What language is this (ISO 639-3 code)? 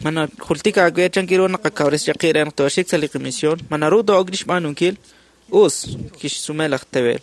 kek